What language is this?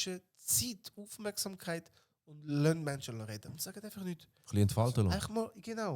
Swiss German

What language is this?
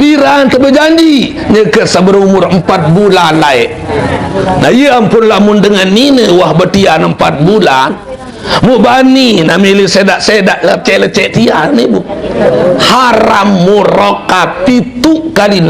Sasak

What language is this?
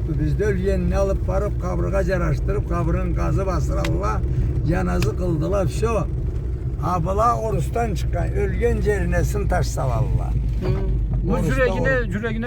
Karachay-Balkar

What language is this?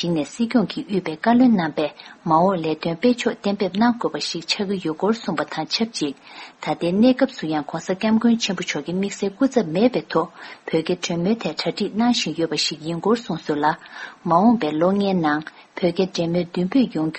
Tibetan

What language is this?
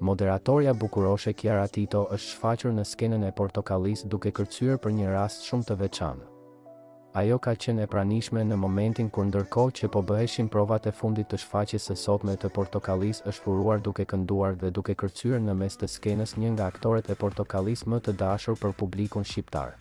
Albanian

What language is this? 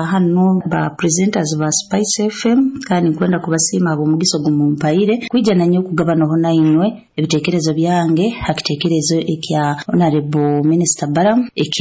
Nyoro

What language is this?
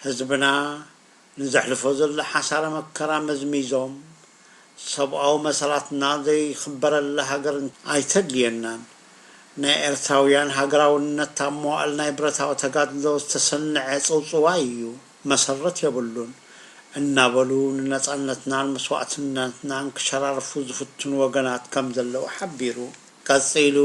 Tigrinya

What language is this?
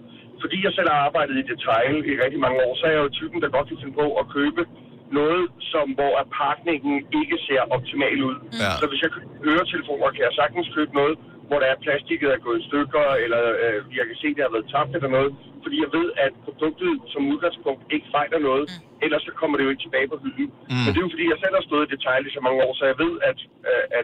Danish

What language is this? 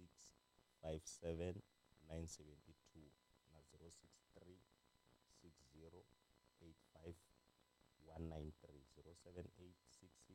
Tsonga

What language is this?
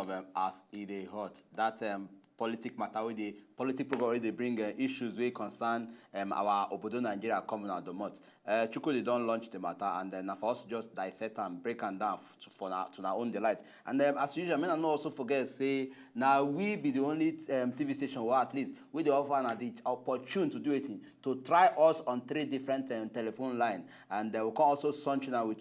Nigerian Pidgin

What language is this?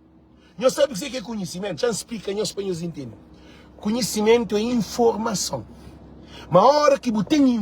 Kabuverdianu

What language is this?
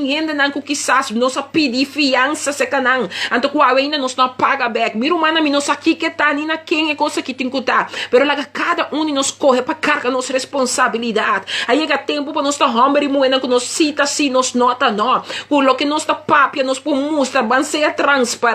Papiamento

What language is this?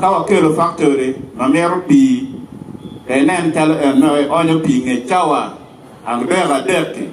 Acoli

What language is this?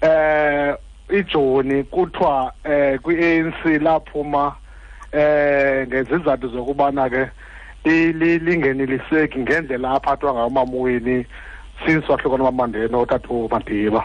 Xhosa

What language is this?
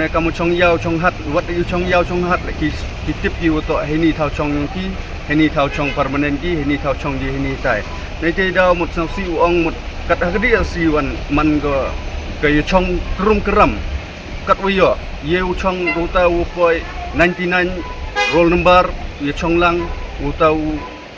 Pnar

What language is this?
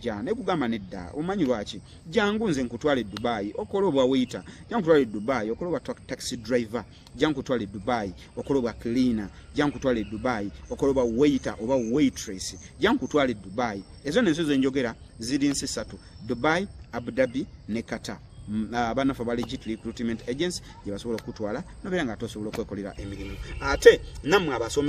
Ganda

